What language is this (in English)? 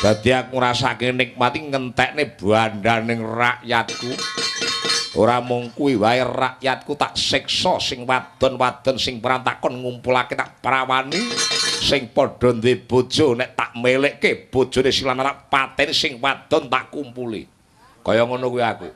Javanese